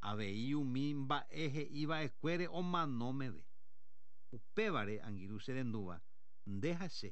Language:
Guarani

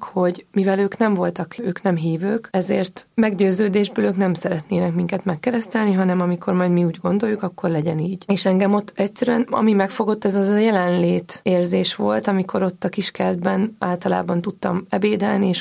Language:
Hungarian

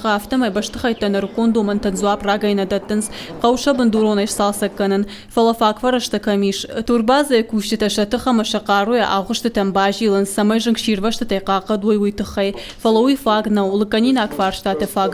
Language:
Ossetic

